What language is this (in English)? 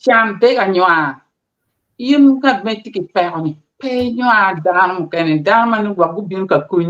Acoli